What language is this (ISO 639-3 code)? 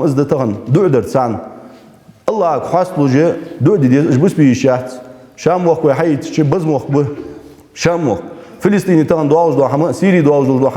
inh